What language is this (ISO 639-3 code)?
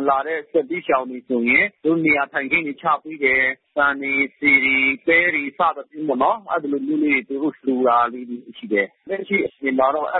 mya